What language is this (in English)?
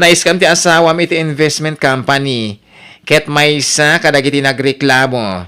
Iloko